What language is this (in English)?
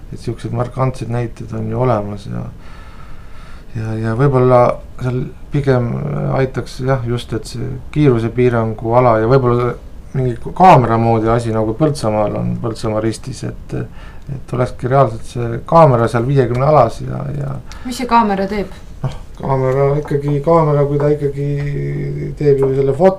Estonian